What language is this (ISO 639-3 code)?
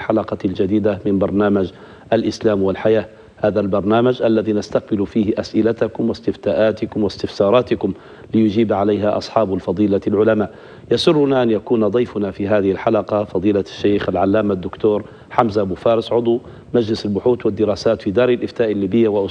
ara